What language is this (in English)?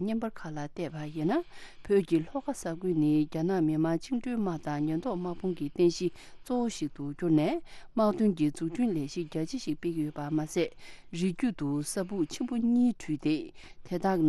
Tibetan